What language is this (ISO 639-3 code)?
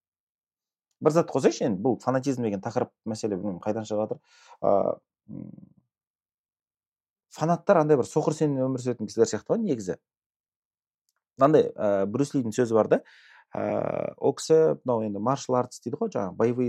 kaz